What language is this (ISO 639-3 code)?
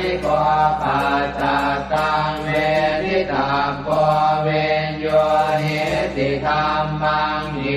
pli